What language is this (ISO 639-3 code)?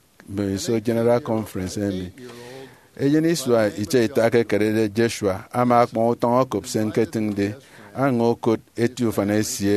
efi